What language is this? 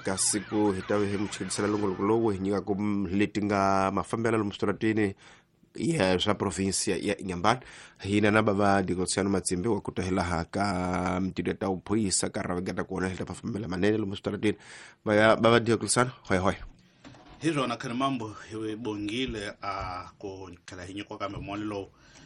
Tsonga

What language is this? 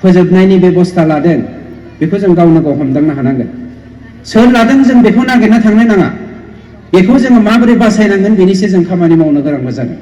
Bodo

